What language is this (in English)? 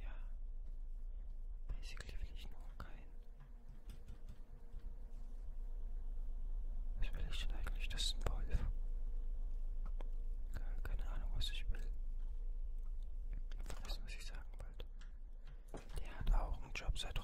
German